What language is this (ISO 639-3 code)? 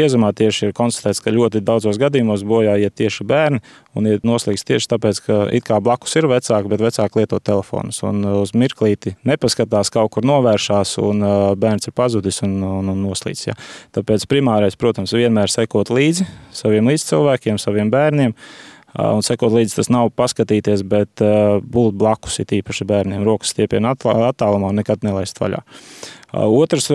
lav